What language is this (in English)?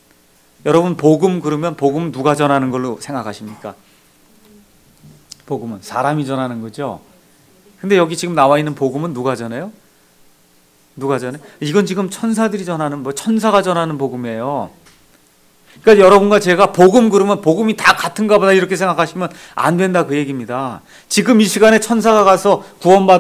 Korean